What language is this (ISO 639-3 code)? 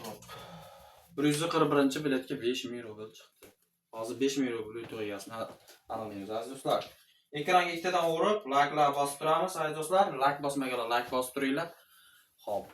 uzb